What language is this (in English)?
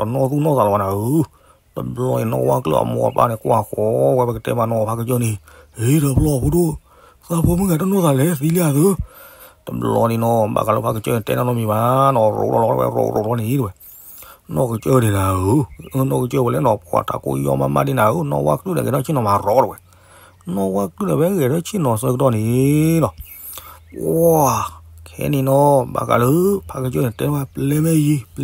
S'gaw Karen